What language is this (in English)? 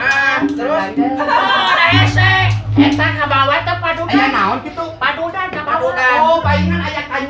Sundanese